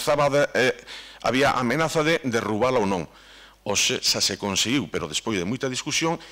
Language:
Galician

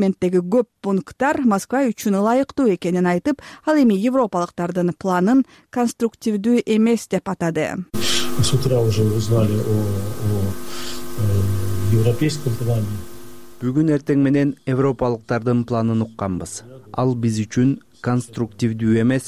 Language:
Kyrgyz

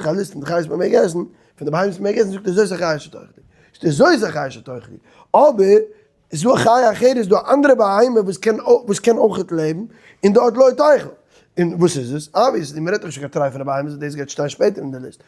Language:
Yiddish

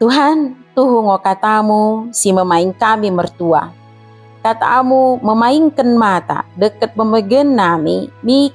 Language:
Batak Dairi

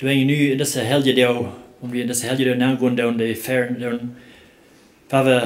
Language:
Plautdietsch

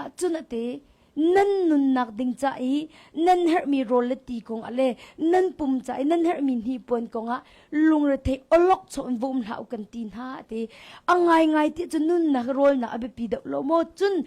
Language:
Hakha Chin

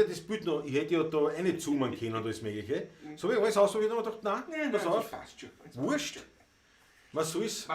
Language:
Bavarian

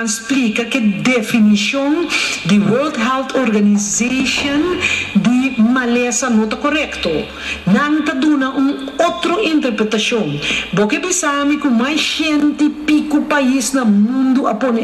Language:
Papiamento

